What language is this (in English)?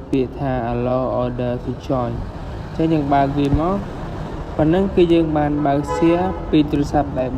Khmer